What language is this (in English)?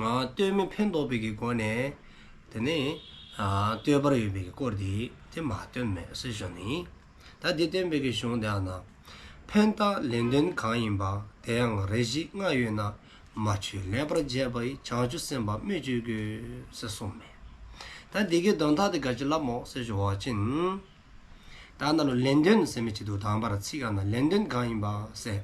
Dzongkha